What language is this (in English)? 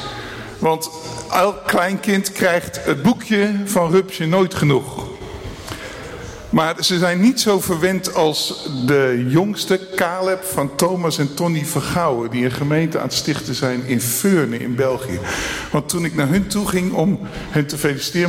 Dutch